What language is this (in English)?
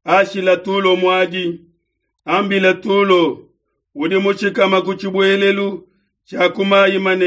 Luba-Lulua